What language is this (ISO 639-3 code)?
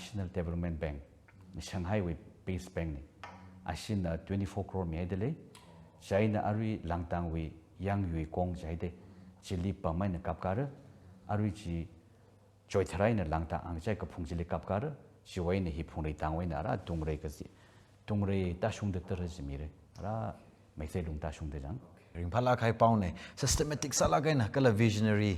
nmf